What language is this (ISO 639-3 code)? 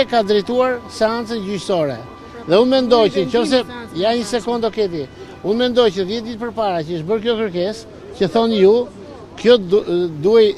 sqi